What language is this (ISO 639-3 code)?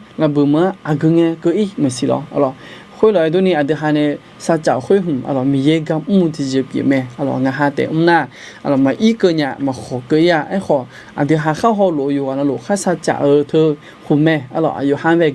ahk